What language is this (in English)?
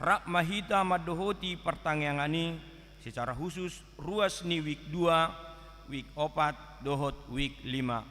Batak Toba